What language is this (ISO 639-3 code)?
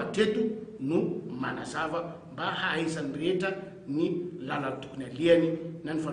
mlg